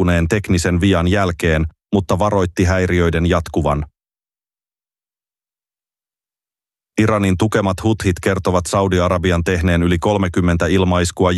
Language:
Finnish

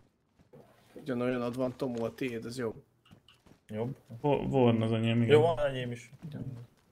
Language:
Hungarian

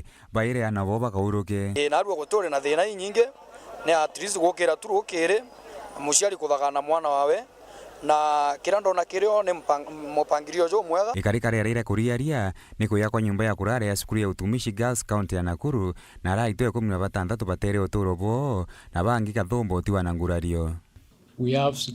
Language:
Meru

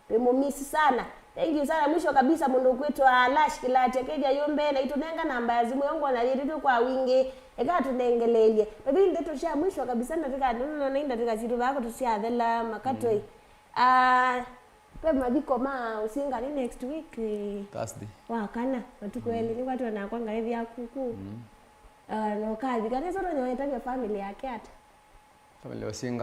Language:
Kamba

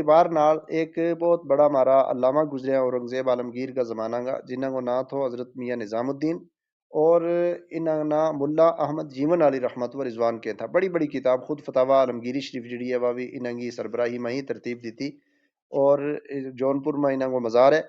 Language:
Gujari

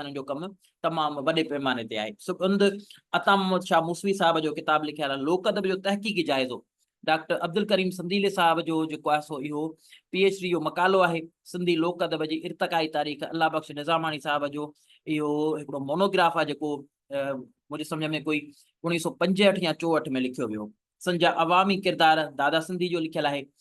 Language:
Sindhi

